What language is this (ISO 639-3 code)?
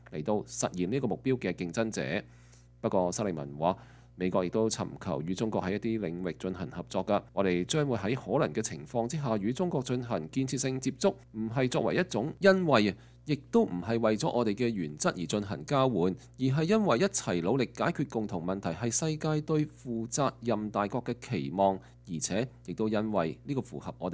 yue